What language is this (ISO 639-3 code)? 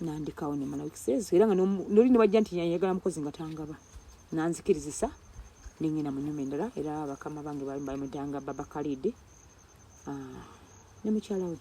lug